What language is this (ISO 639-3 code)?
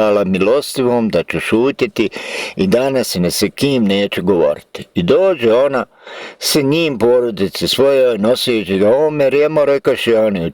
bos